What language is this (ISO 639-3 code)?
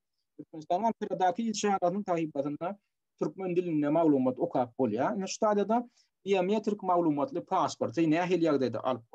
tuk